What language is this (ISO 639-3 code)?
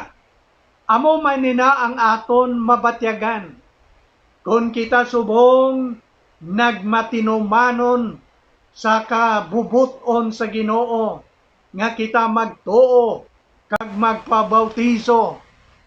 hil